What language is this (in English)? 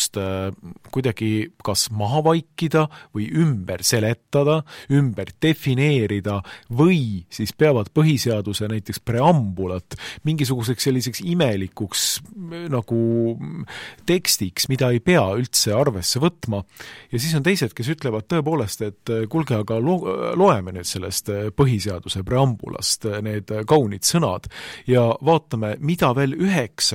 Estonian